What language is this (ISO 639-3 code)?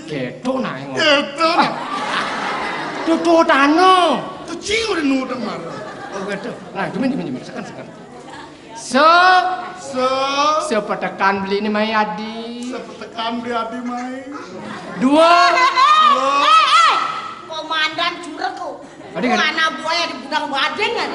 ban